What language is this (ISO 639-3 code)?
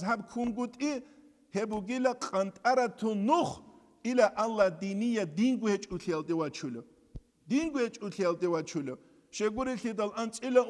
ava